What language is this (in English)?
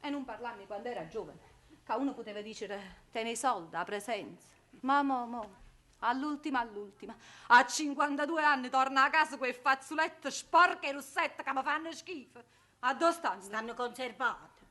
Neapolitan